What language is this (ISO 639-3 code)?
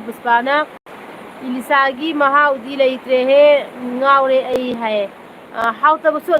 mni